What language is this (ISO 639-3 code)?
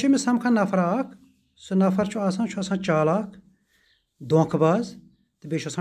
kas